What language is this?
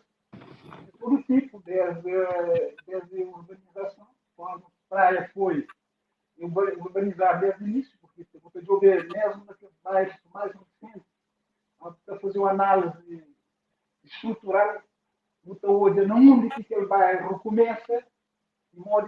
Kabuverdianu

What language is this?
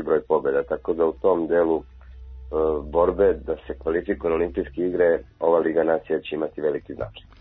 Serbian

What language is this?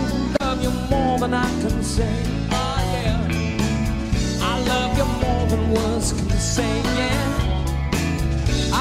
English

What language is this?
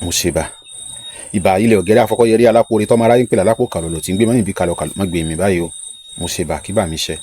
Yoruba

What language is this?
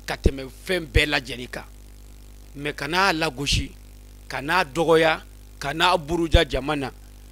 Bambara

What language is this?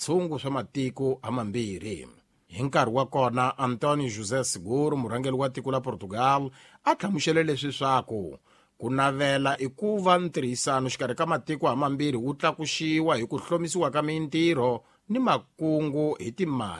Tsonga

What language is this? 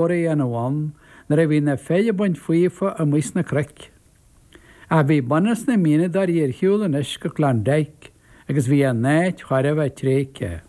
Irish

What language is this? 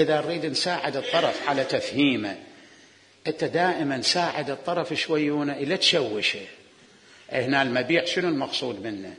Mesopotamian Arabic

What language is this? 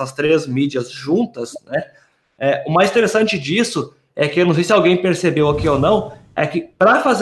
Portuguese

